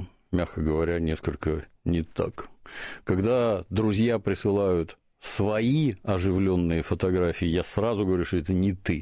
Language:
Russian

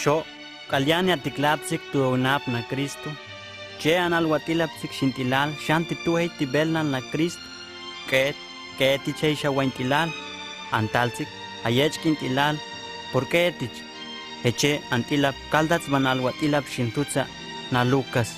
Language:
Huastec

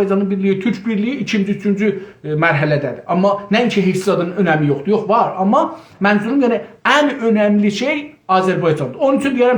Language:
South Azerbaijani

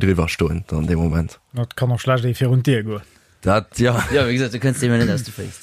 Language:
Luxembourgish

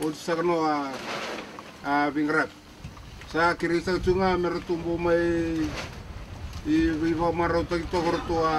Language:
Fijian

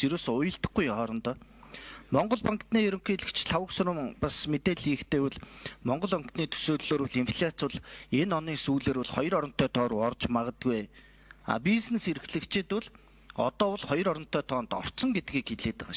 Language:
Mongolian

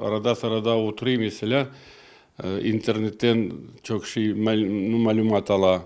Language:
Crimean Tatar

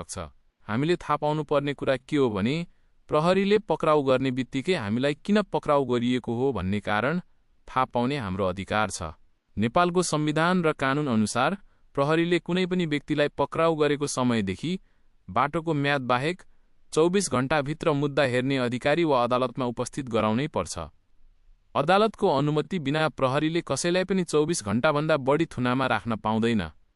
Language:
Nepali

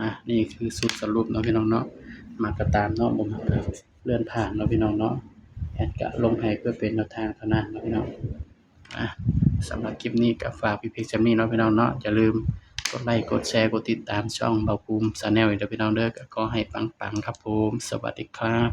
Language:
Northeastern Thai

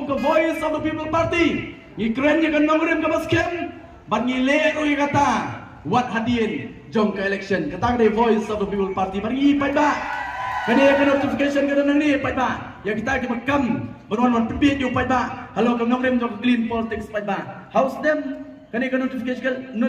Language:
Khasi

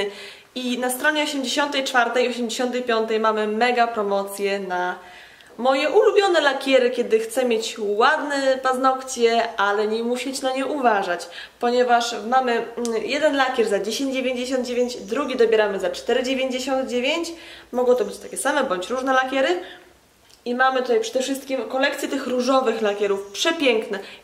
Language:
Polish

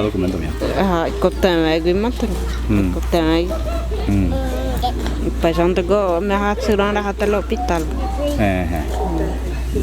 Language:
Guarani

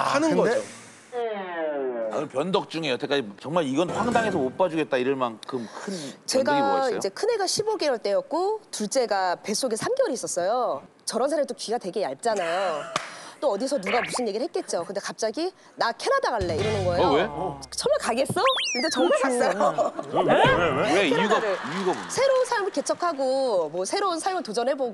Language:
Korean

